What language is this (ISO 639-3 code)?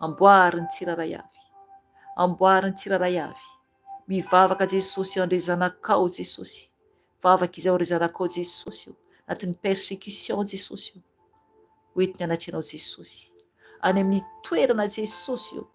mlg